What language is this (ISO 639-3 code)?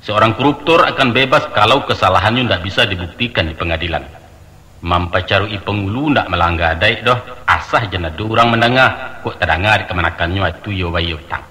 min